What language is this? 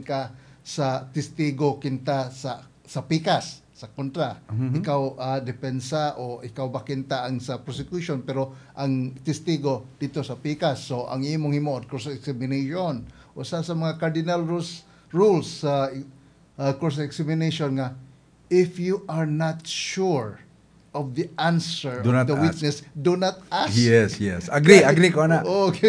Cebuano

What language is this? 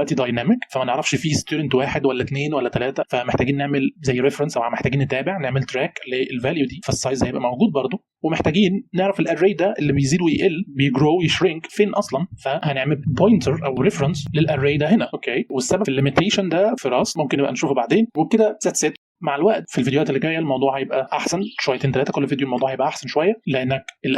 Egyptian Arabic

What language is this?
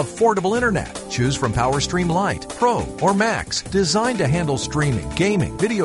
English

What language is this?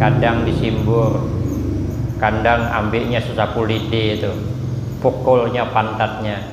Banjar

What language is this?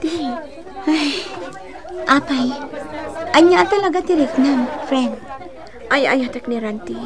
Iloko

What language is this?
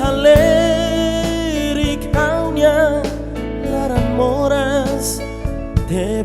Tetum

